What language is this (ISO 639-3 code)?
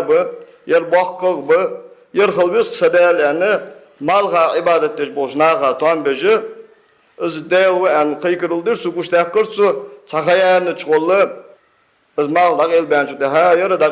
inh